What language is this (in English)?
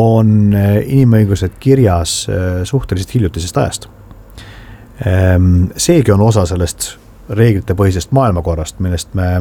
Estonian